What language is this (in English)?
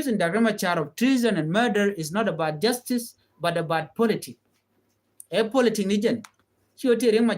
Nuer